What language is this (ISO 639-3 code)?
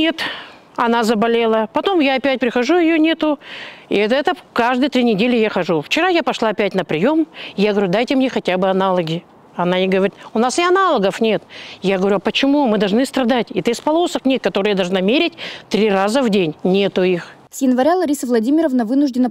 rus